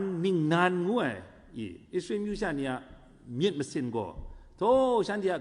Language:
Kachin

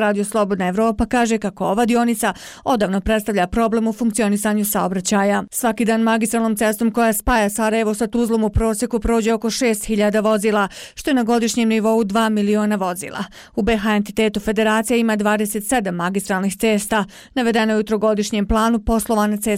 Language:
Bosnian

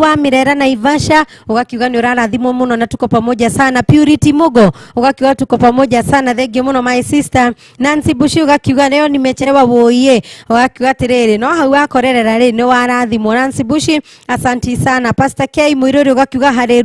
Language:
Kikuyu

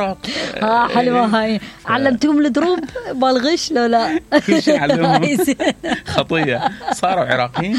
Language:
Mesopotamian Arabic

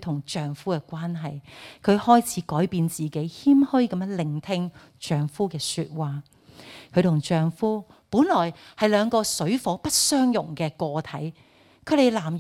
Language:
Cantonese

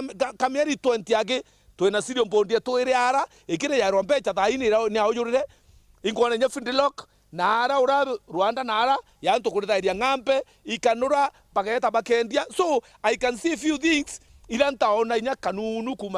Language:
Meru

